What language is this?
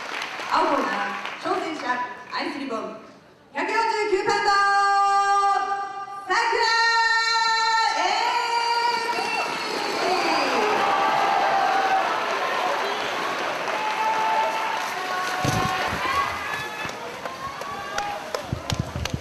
Japanese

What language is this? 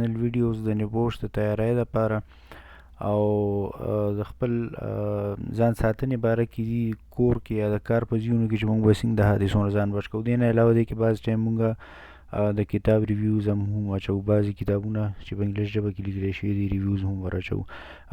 Pashto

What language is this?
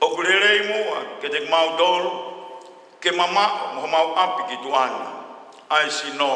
Tongan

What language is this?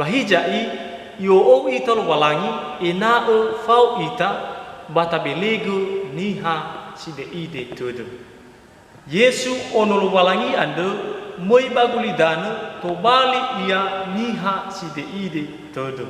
Nias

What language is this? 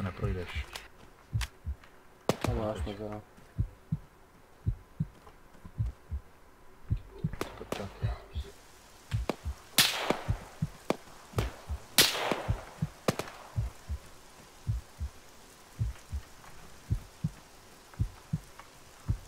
Czech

